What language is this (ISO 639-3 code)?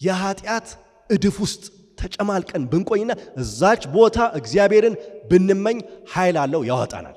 amh